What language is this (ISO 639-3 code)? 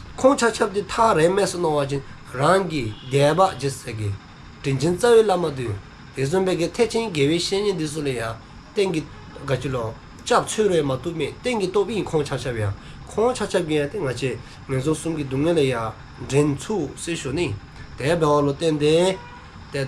dzo